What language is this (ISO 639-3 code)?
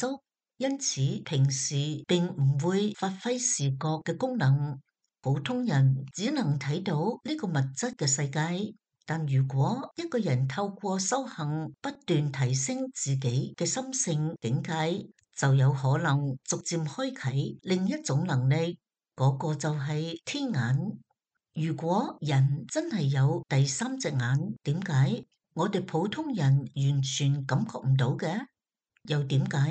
yue